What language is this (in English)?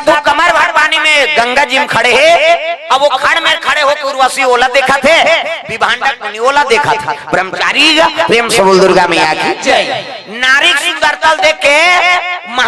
Chhattisgarhi